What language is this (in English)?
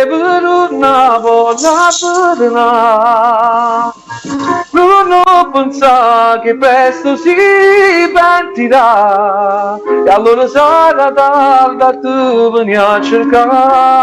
Neapolitan